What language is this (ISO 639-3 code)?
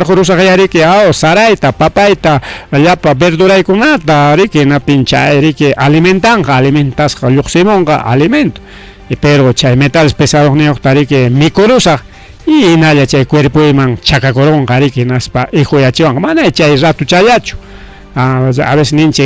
quy